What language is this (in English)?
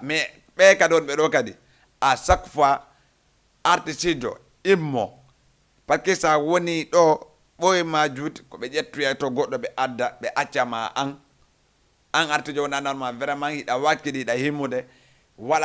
Fula